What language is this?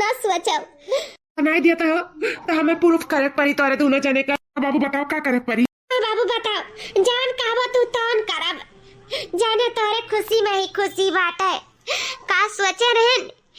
Awadhi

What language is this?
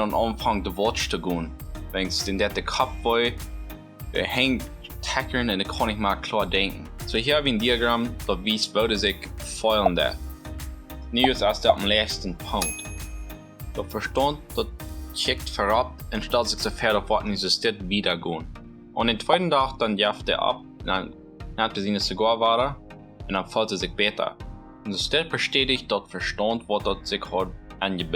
Plautdietsch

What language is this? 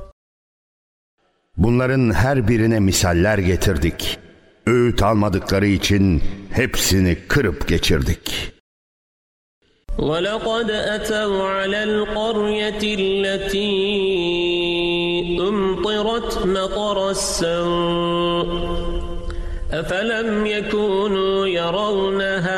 Turkish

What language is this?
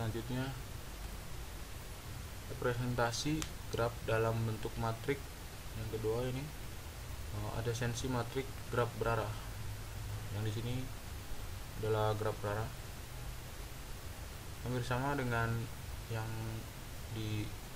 Indonesian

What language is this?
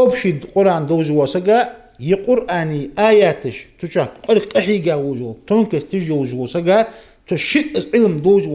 Ingush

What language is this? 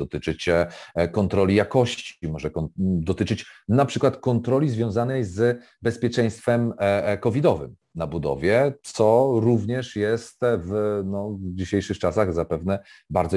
Polish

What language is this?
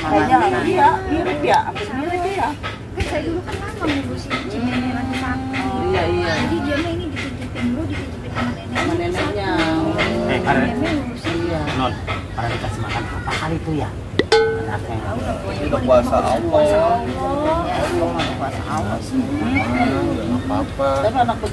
Betawi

